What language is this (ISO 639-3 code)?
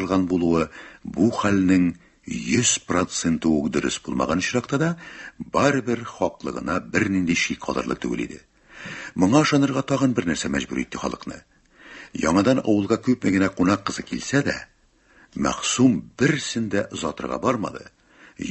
tat